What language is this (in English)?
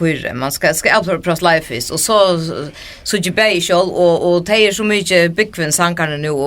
Faroese